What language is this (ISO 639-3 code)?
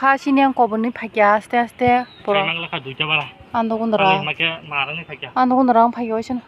trp